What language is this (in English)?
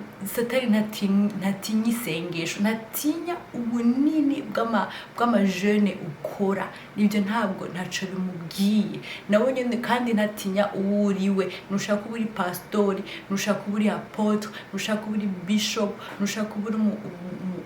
Rundi